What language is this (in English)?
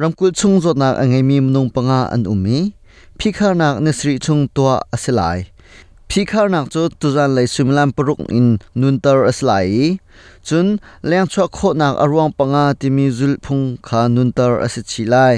Hakha Chin